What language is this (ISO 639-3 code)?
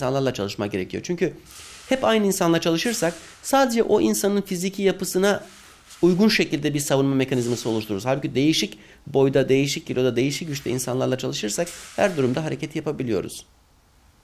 tur